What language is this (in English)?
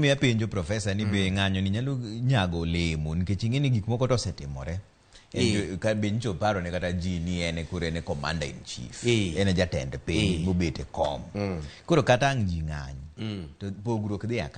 Luo (Kenya and Tanzania)